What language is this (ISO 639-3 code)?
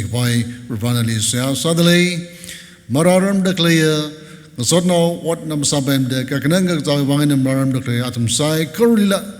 nmf